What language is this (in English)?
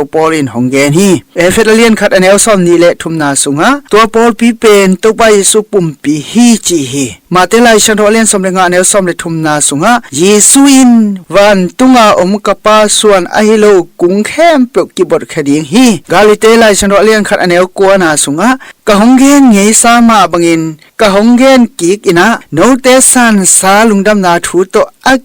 Tedim Chin